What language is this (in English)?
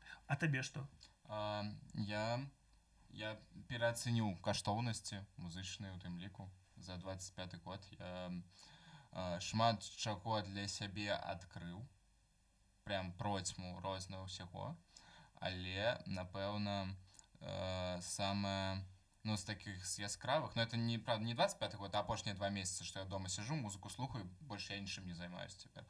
Belarusian